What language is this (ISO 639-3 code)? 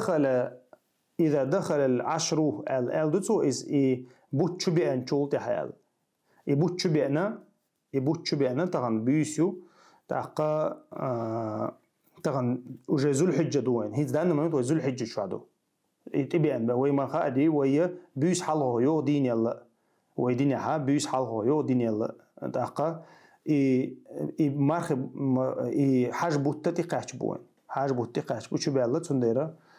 che